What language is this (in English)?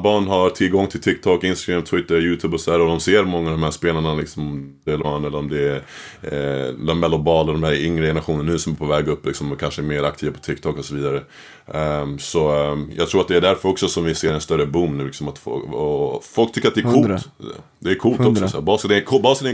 Swedish